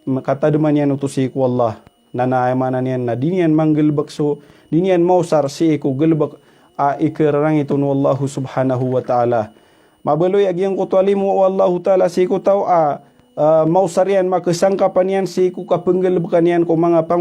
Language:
Maranao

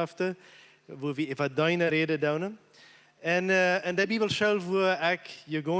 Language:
Plautdietsch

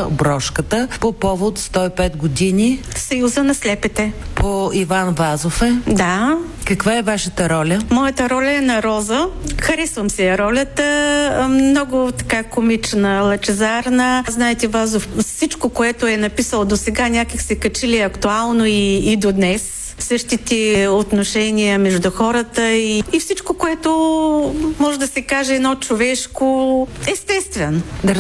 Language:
Bulgarian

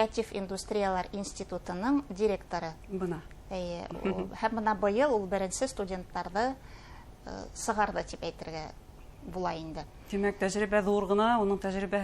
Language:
Bashkir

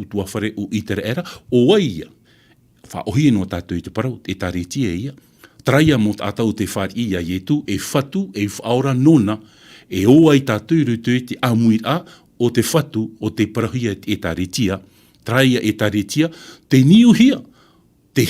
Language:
Tahitian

